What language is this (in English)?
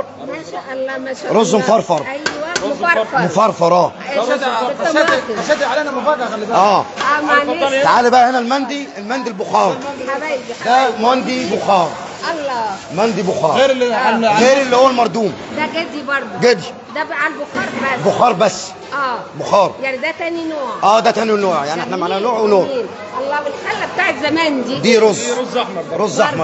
Egyptian Arabic